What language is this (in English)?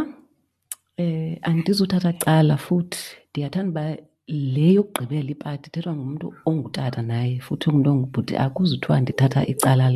Xhosa